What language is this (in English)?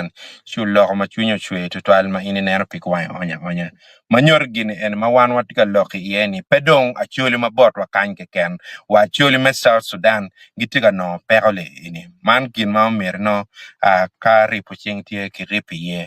Acoli